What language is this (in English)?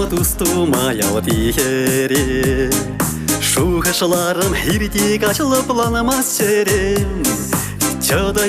Chuvash